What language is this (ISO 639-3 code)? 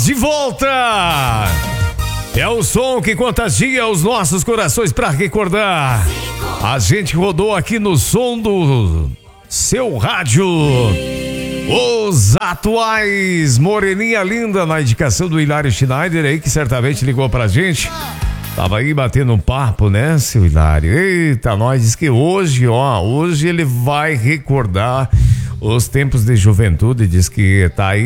por